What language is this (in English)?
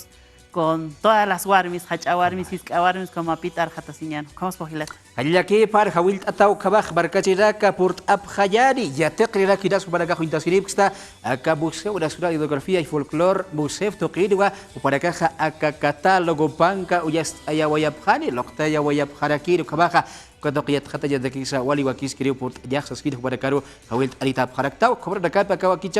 Aymara